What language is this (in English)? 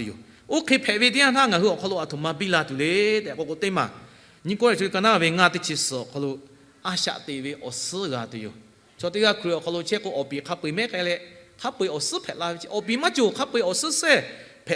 Lahu